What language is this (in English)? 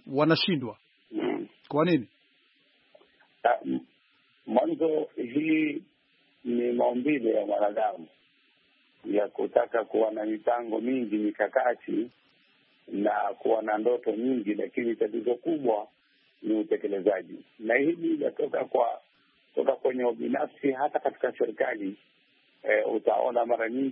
Swahili